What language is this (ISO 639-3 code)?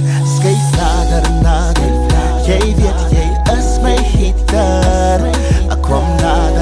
afr